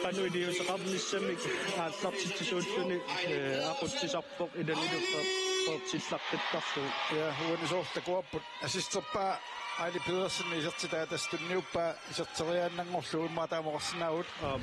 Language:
Kalaallisut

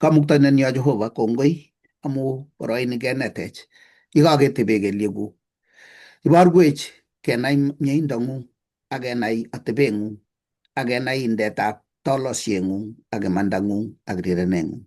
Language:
Kalenjin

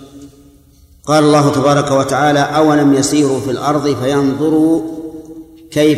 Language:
Arabic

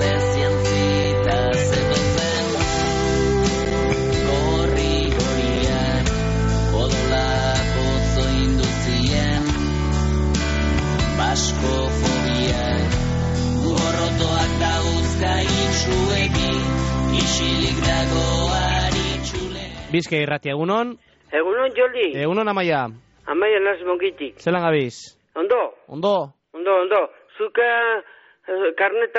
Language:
Basque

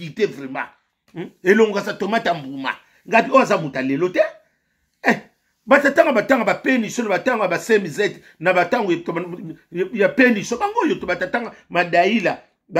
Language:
Lingala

